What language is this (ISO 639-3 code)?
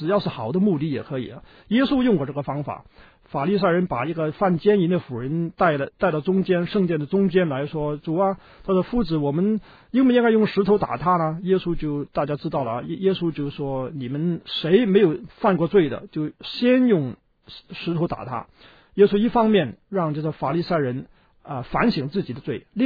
zho